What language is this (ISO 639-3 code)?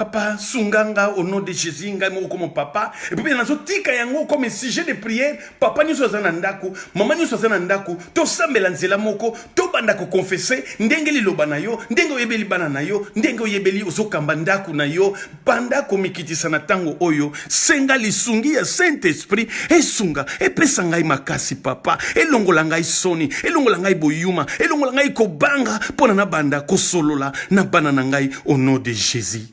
lin